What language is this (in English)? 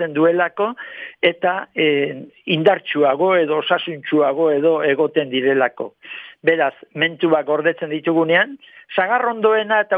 Basque